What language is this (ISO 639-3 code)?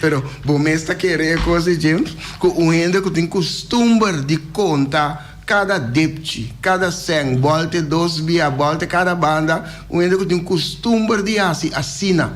pap